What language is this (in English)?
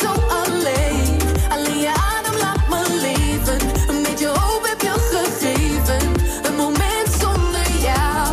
Dutch